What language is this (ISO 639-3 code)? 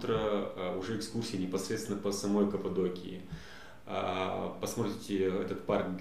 rus